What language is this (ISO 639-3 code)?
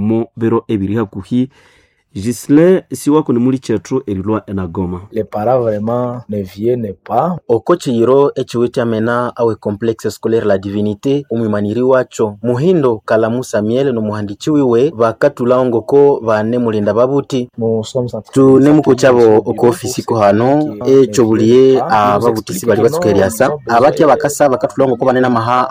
nnb